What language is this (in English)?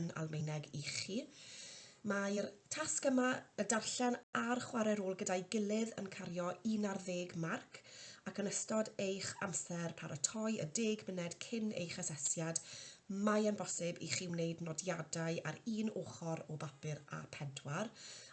Welsh